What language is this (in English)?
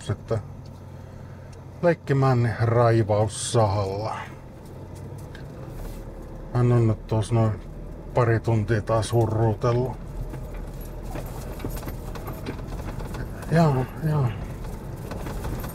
Finnish